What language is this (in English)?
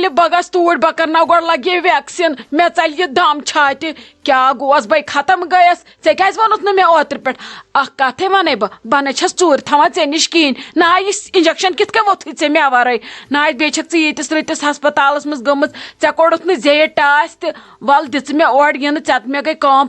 Kashmiri